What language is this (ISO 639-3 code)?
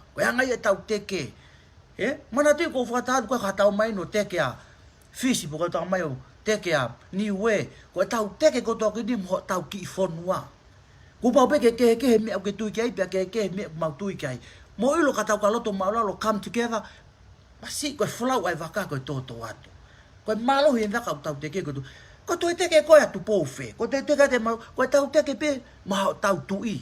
ton